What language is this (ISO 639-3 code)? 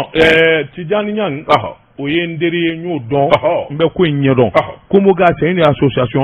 bam